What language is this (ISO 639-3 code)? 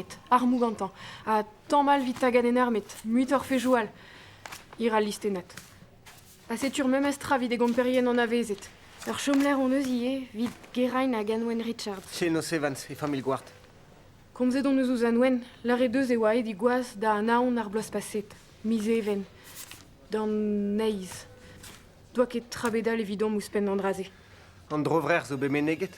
bre